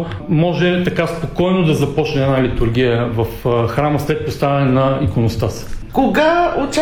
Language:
Bulgarian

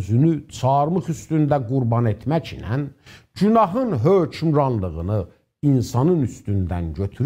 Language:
South Azerbaijani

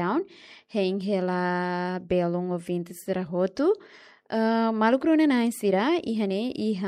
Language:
Tetum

